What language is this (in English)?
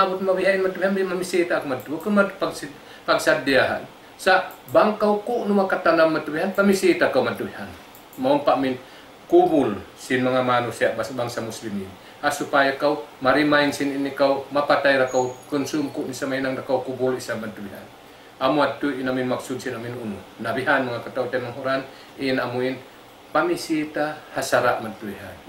Tausug